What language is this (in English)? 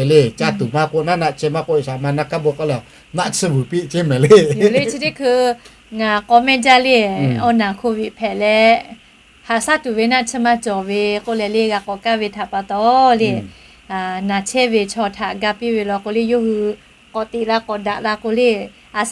Lahu